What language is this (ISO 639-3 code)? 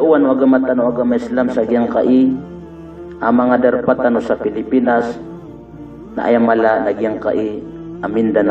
mrw